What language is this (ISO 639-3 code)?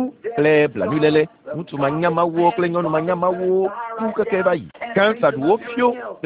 ewe